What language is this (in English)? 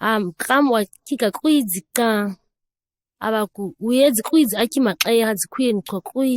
ǁGana